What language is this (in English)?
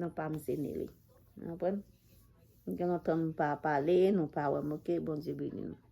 Haitian Creole